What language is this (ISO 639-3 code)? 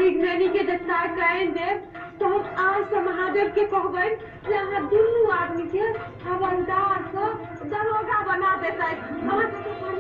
mai